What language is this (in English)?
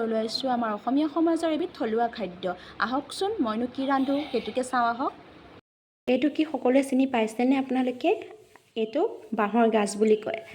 Assamese